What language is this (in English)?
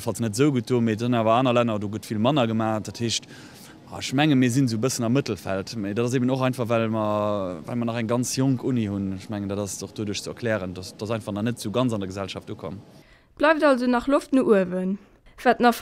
Luxembourgish